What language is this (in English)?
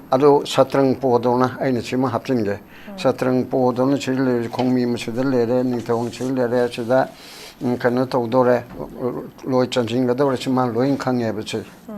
Manipuri